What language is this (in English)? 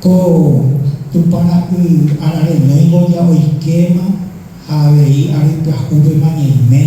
Guarani